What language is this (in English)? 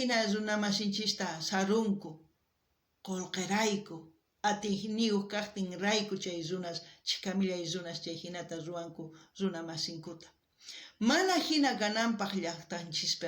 South Bolivian Quechua